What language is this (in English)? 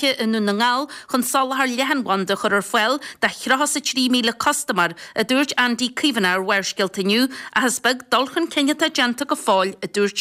Irish